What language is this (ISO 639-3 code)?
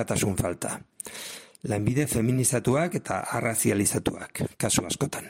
eus